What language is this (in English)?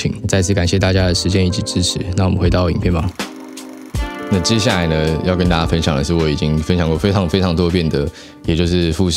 Chinese